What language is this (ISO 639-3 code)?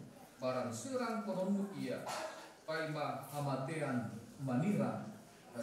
bbc